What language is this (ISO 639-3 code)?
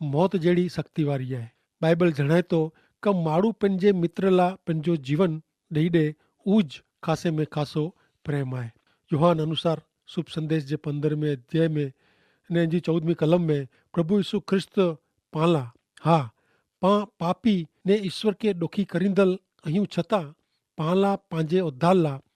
kfr